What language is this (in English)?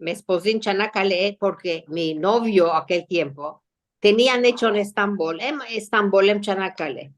Ladino